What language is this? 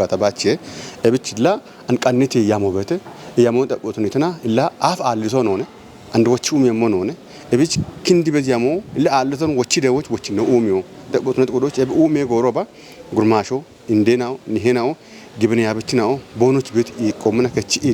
Kafa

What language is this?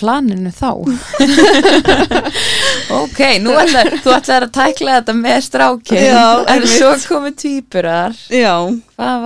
Icelandic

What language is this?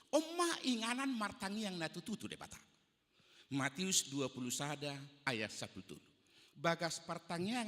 Batak Toba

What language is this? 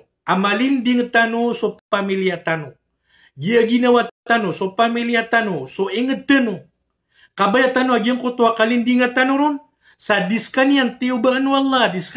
Maranao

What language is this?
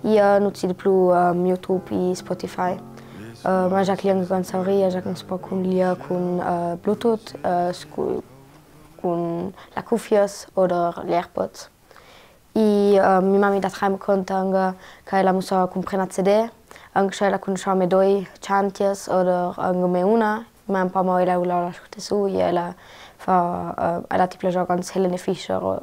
Ladin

